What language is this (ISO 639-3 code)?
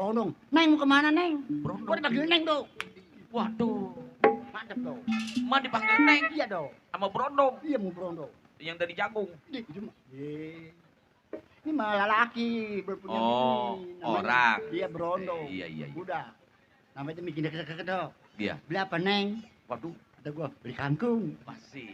bew